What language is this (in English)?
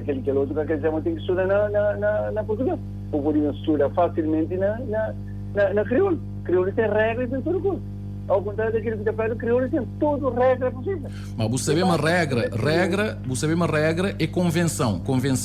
Kabuverdianu